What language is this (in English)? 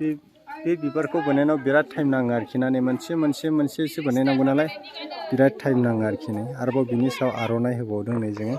Bodo